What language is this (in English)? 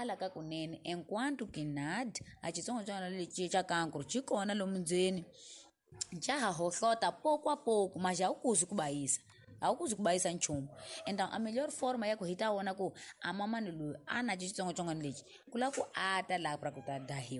Tsonga